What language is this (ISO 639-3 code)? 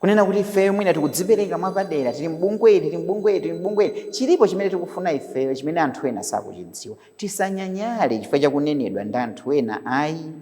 nya